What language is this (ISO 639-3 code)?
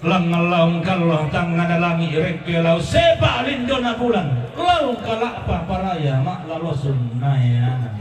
sda